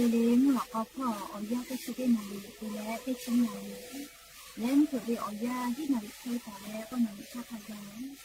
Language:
Lahu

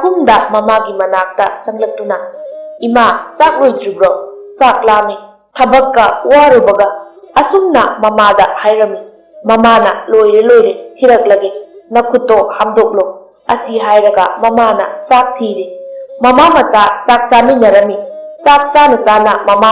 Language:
Manipuri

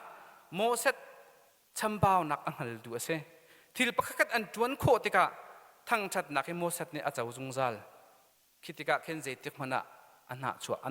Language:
Hakha Chin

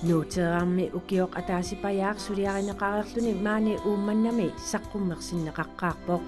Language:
Kalaallisut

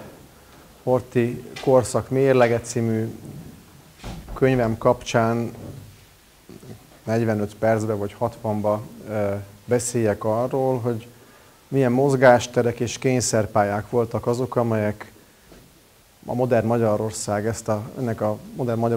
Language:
Hungarian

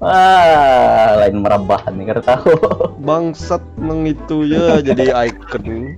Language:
Banjar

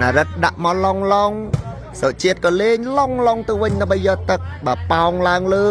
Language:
Khmer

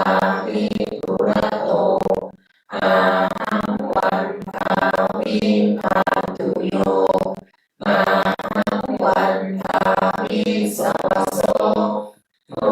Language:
Pali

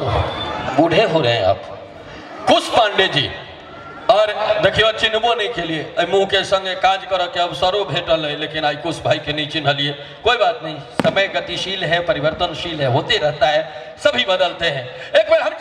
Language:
Maithili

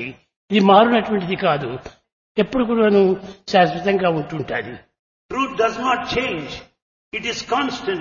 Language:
Telugu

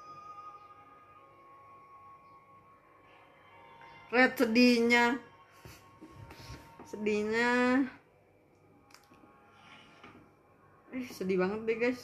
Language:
Indonesian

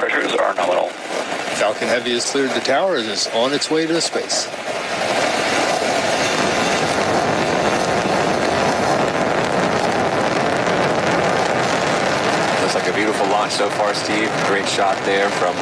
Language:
English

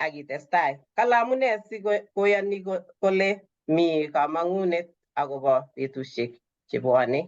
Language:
Kalenjin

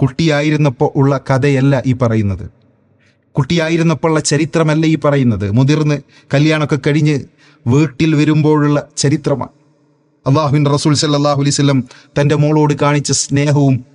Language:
Malayalam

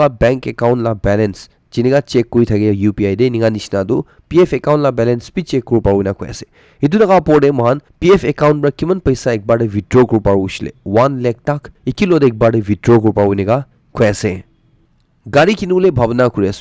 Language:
Naga Pidgin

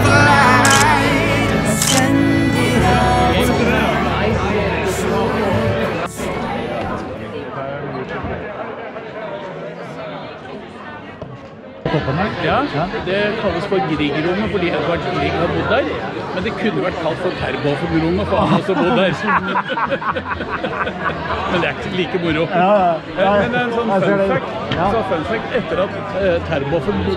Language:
Norwegian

